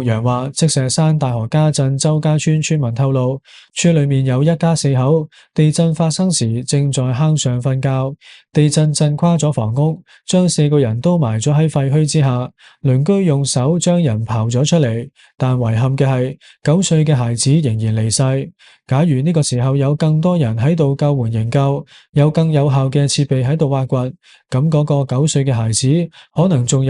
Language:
Cantonese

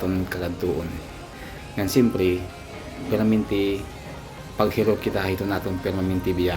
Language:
Waray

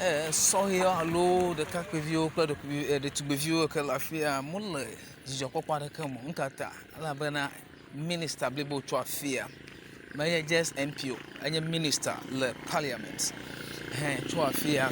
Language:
Ewe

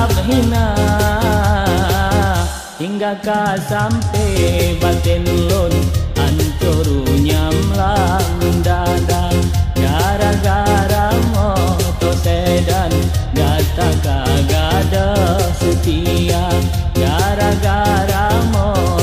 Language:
Achinese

